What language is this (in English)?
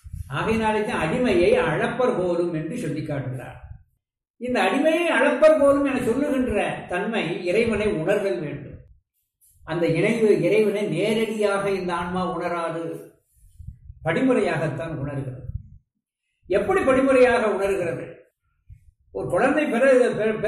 Tamil